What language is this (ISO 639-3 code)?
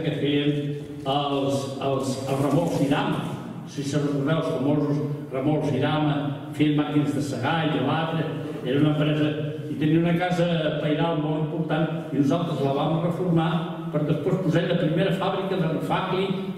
cat